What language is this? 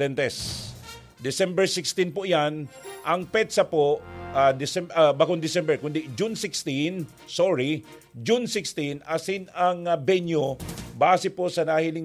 Bikol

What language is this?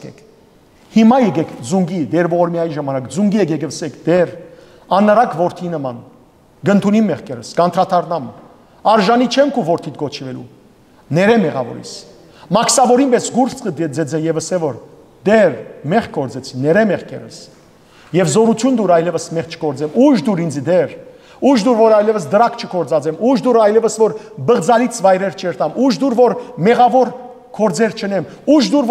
Western Armenian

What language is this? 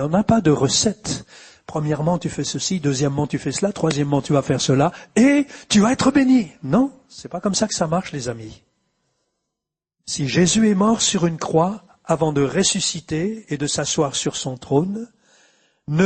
French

